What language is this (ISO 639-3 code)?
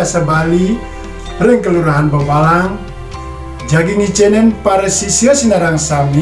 ban